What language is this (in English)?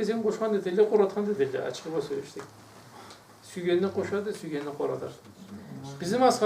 Karachay-Balkar